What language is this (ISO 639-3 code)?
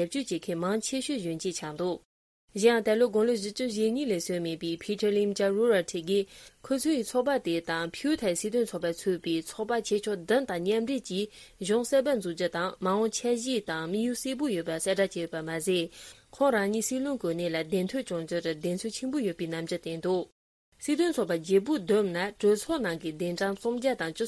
bod